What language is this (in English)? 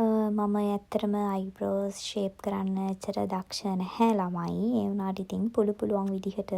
Sinhala